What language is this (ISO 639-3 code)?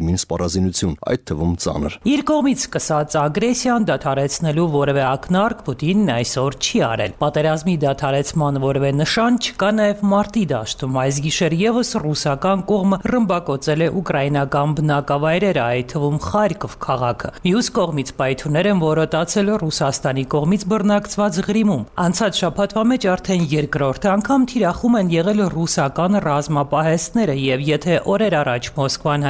hye